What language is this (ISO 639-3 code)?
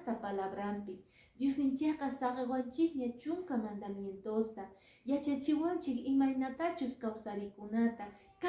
que